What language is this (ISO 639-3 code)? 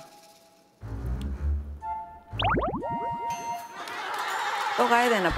kor